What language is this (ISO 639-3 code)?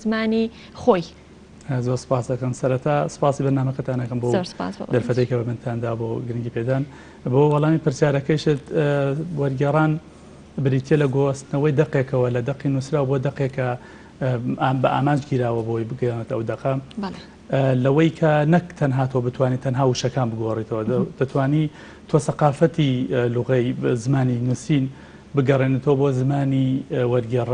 ckb